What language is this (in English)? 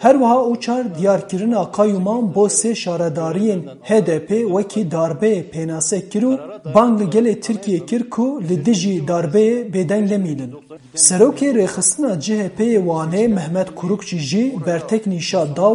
Kurdish